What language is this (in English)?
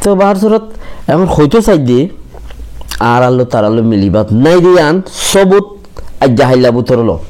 Rohingya